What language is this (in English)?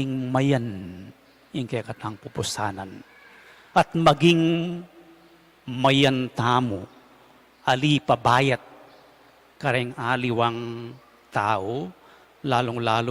Pampanga